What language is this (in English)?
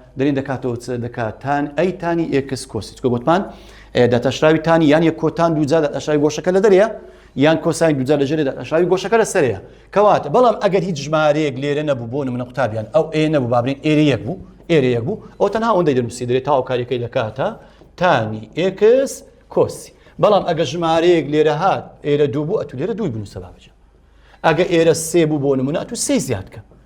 Central Kurdish